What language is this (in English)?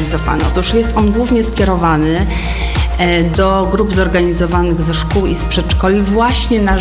Polish